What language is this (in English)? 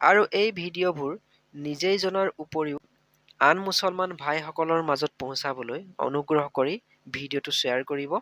Assamese